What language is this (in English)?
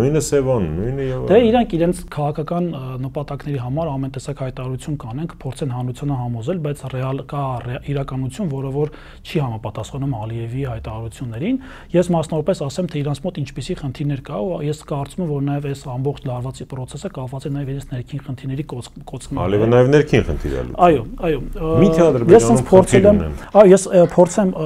Armenian